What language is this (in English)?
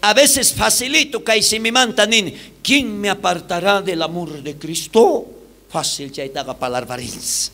South Bolivian Quechua